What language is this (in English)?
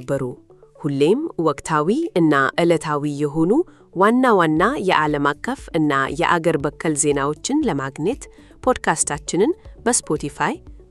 Amharic